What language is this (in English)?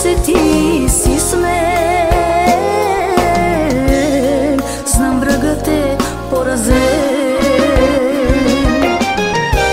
Bulgarian